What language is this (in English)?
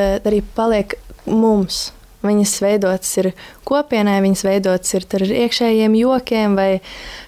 Latvian